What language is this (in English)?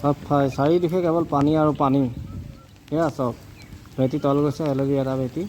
Assamese